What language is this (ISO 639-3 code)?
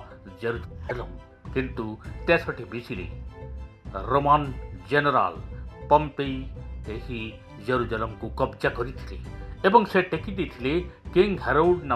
ori